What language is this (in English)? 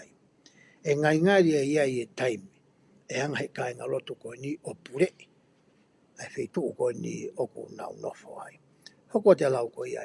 Tongan